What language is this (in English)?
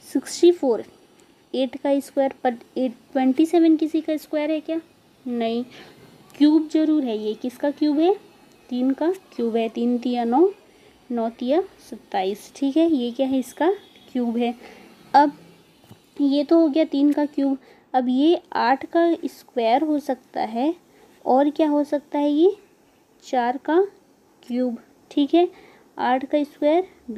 Hindi